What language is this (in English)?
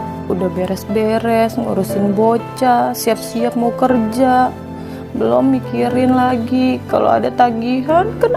Betawi